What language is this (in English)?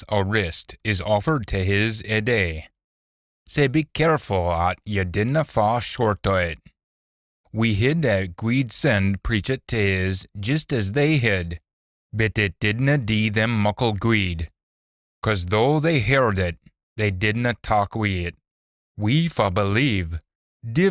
Scots